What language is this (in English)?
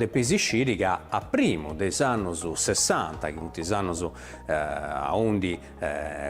Sardinian